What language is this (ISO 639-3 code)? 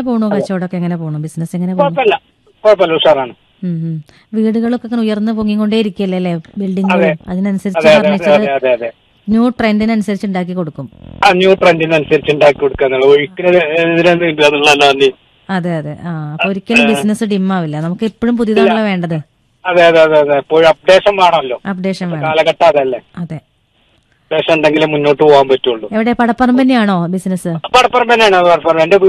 mal